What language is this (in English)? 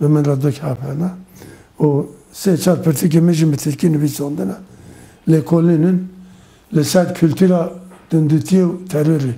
Kurdish